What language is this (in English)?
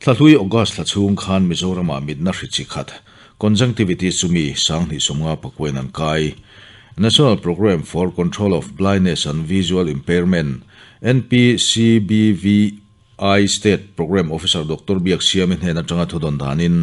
Mizo